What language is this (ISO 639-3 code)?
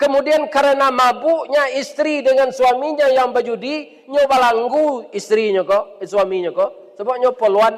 min